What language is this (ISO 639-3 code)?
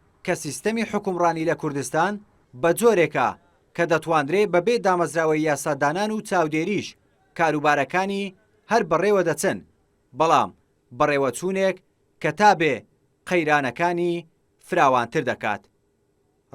ckb